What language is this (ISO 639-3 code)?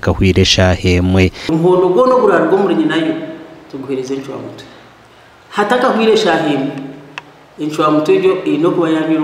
nyn